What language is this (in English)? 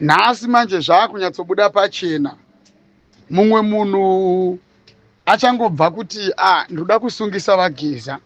Shona